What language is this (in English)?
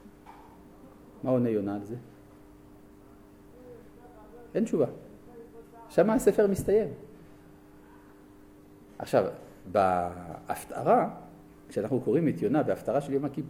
Hebrew